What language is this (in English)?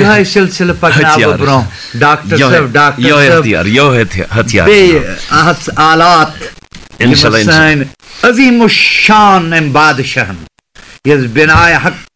Kashmiri